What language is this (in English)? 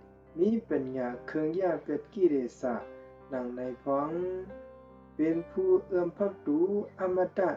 Shan